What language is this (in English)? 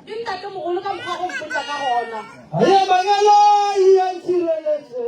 Northern Sotho